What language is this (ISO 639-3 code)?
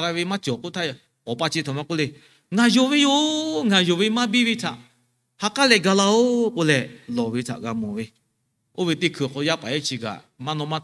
lhu